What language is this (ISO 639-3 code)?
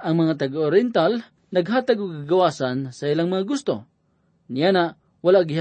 ceb